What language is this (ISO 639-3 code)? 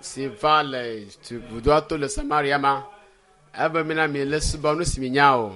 ewe